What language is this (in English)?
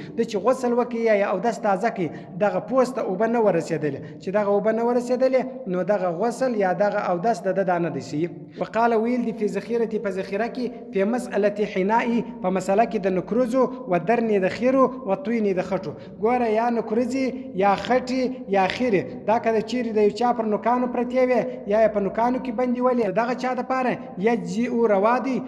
Pashto